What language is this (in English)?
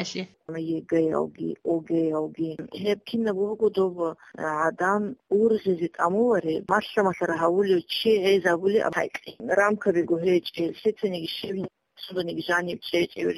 Avaric